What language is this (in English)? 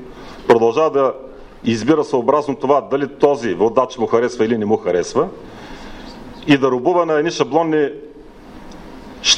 Bulgarian